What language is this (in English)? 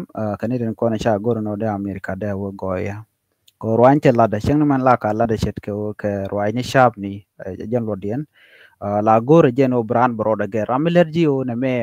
Nuer